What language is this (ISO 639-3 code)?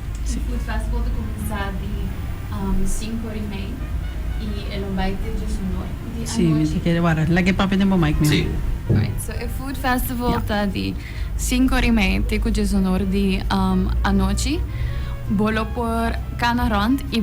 pap